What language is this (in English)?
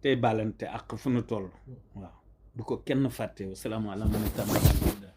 Wolof